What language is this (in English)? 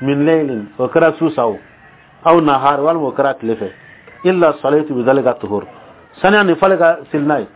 Dyula